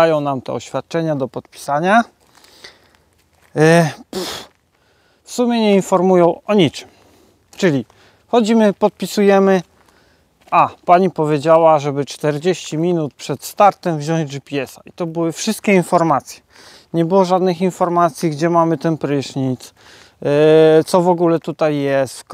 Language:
Polish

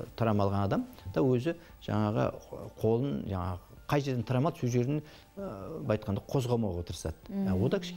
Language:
Kazakh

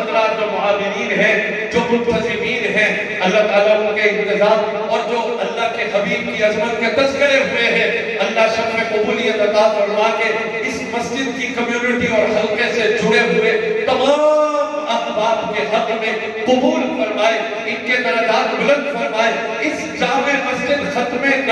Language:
Urdu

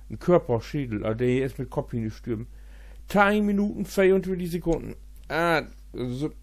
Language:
Low German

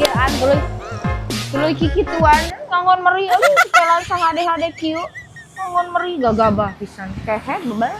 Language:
Sundanese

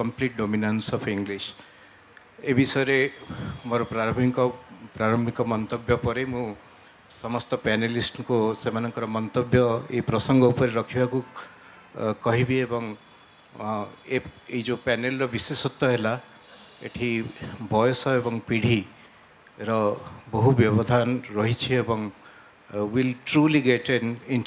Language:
Odia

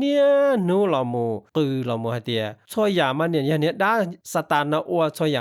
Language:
Hmong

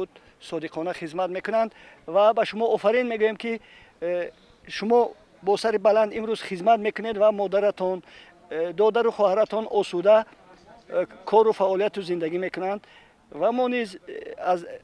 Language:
Tajik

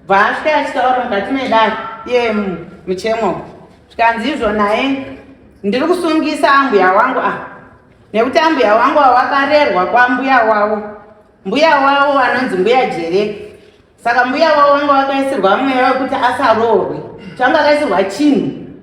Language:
Shona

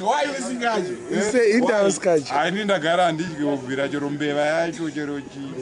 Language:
Shona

